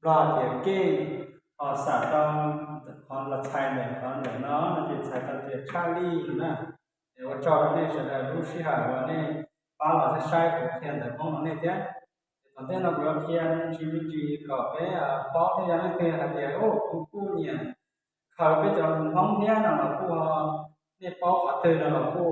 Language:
Hmong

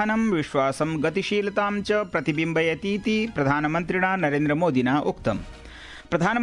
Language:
Sanskrit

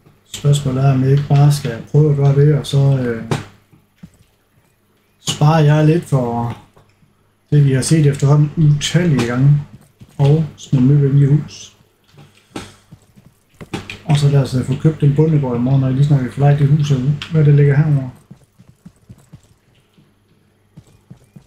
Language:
Danish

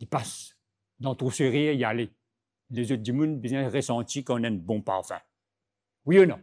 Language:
Morisyen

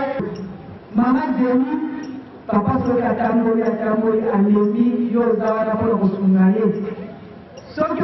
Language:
Lingala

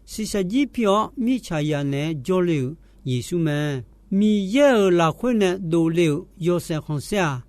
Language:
Akha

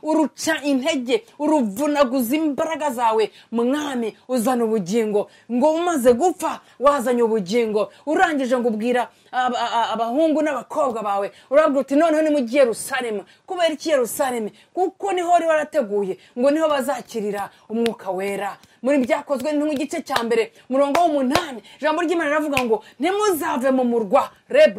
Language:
Kinyarwanda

